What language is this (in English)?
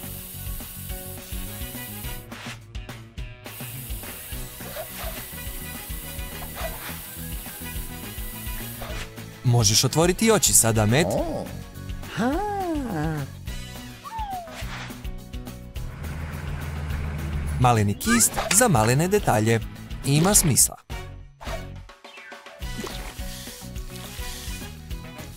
Croatian